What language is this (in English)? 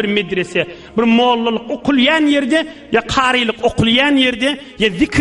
Turkmen